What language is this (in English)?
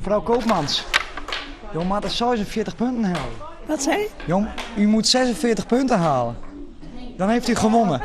Western Frisian